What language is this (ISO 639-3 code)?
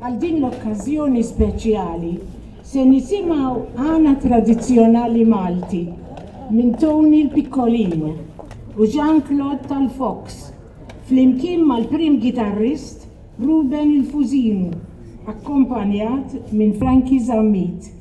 mlt